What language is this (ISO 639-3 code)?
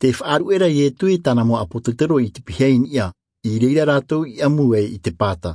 tah